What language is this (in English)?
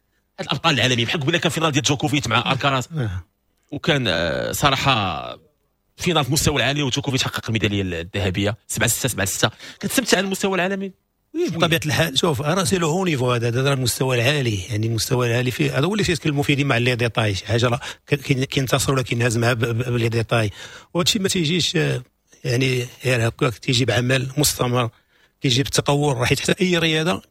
Moroccan Arabic